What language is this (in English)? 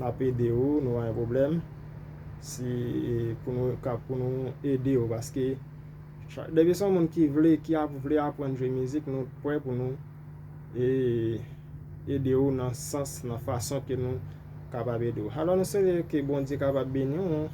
Haitian Creole